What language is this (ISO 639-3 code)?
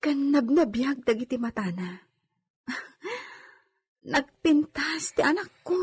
ilo